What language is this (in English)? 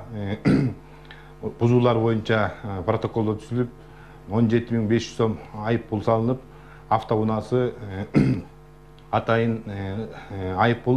Kyrgyz